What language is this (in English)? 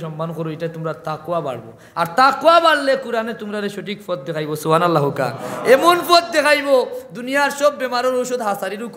Sylheti